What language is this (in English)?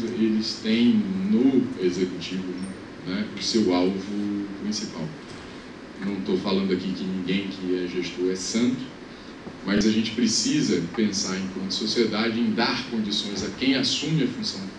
Portuguese